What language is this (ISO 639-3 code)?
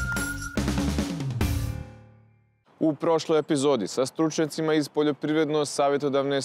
srp